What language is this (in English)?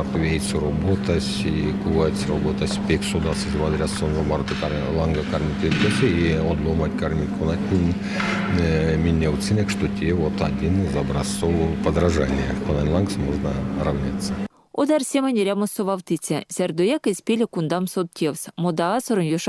Erzya